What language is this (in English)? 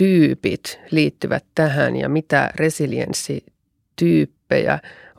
Finnish